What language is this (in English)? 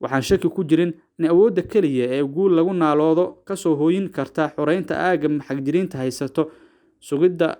Somali